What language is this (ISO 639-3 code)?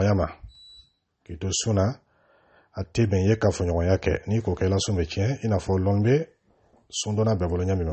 dyu